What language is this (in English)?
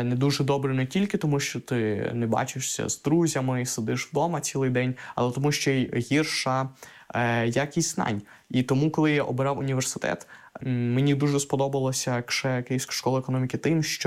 Ukrainian